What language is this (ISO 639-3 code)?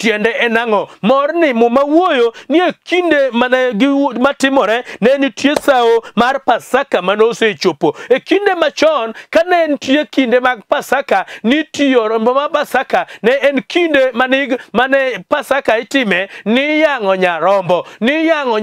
luo